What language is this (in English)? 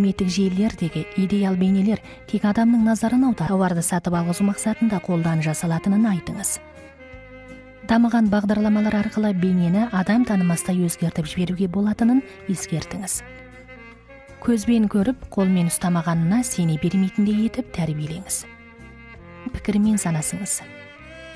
Kazakh